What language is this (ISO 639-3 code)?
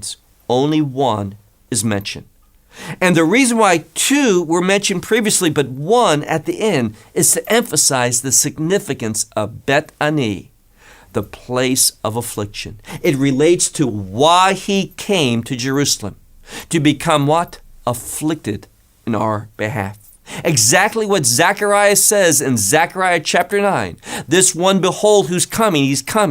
eng